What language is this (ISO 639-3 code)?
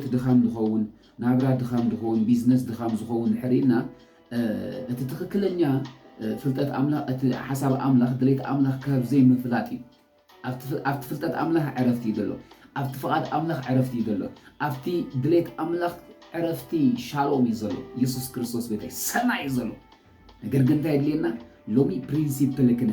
tir